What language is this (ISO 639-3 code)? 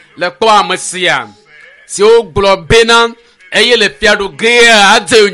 ewe